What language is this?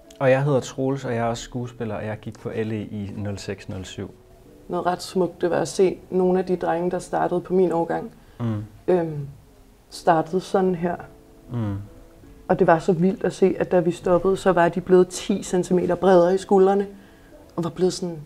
Danish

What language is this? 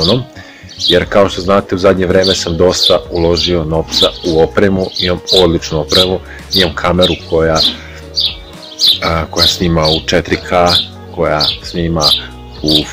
Serbian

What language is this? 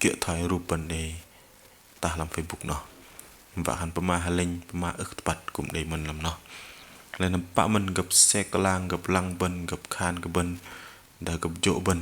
Bahnar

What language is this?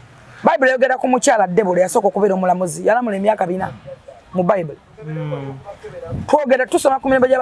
Ganda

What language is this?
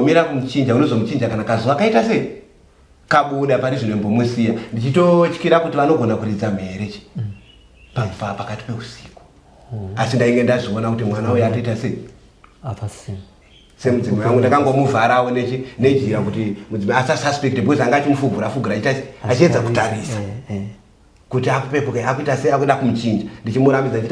Shona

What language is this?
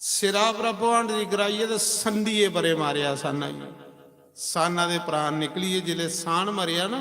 Dogri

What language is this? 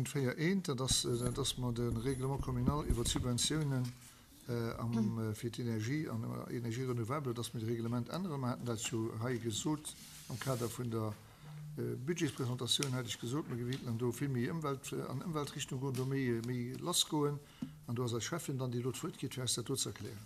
Luxembourgish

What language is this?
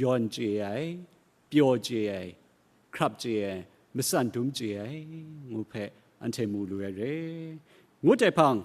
Kachin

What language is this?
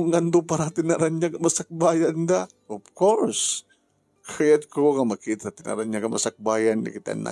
Iloko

